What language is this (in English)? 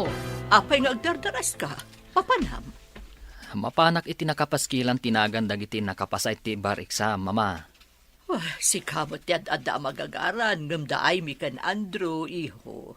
Iloko